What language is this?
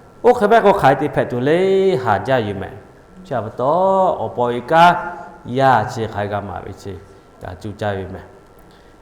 Lahu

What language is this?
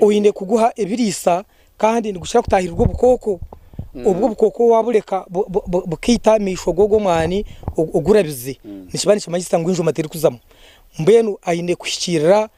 Nyankole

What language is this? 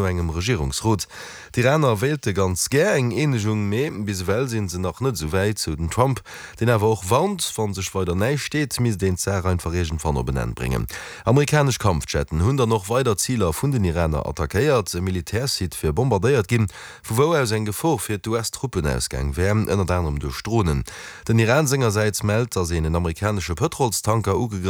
Luxembourgish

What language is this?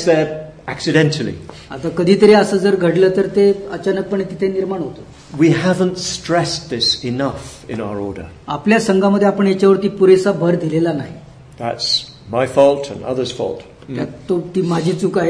Marathi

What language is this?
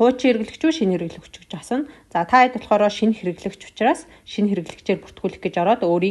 Mongolian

